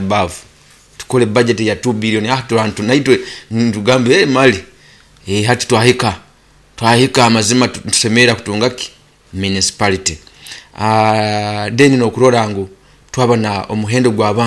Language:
Nyoro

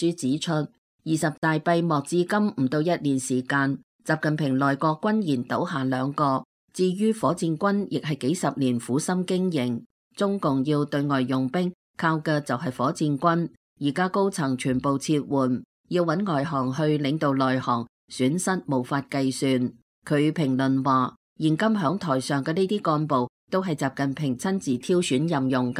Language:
Cantonese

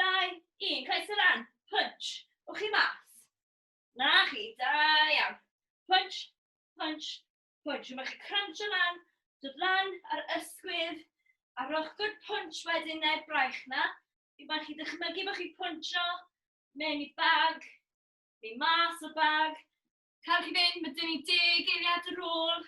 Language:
Welsh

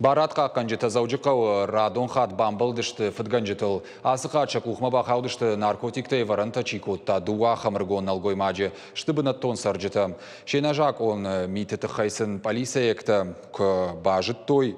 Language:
Ossetic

